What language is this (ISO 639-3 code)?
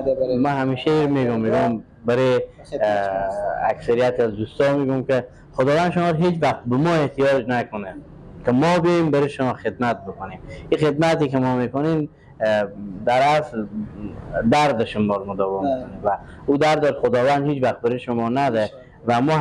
fas